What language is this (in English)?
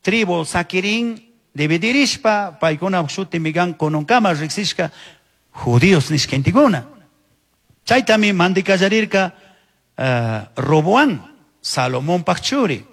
Chimborazo Highland Quichua